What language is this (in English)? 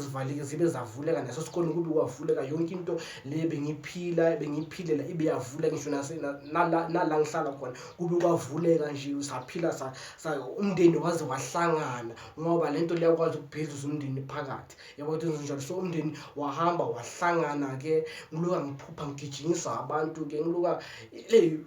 Zulu